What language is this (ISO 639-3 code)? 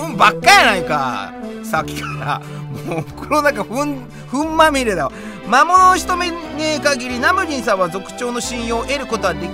jpn